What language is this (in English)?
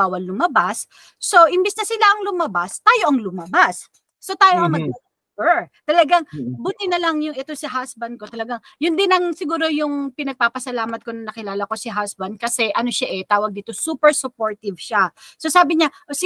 Filipino